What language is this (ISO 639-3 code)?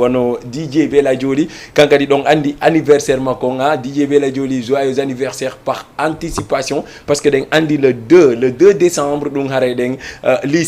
ful